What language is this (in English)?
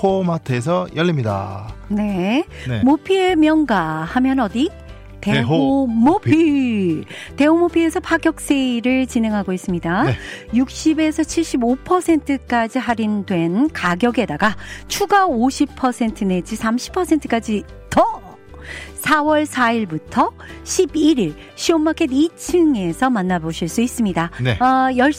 Korean